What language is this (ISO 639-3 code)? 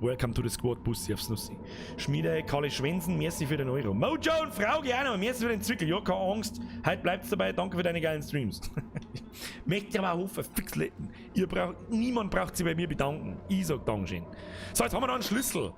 bar